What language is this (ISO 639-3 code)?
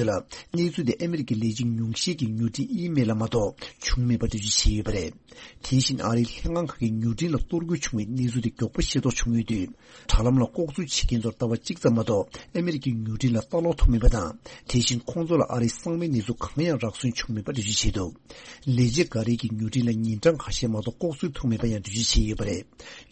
bod